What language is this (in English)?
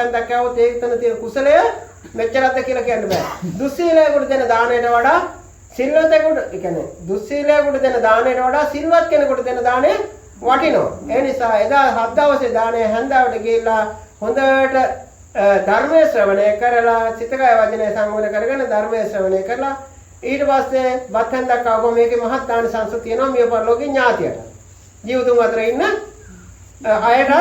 Sinhala